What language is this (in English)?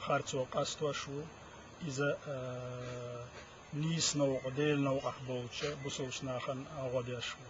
Chechen